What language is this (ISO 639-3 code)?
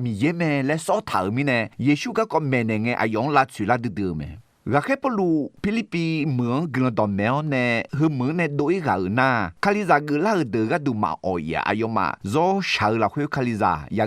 ahk